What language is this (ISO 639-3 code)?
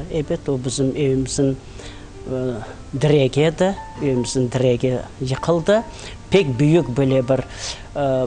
crh